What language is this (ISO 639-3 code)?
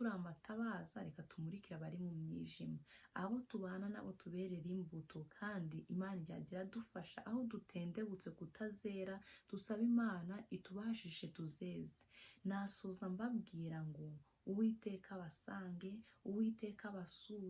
kin